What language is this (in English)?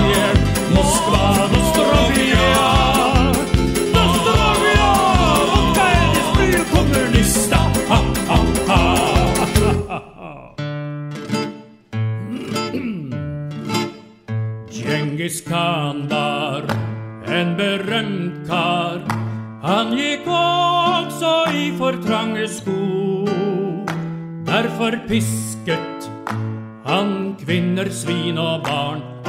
Norwegian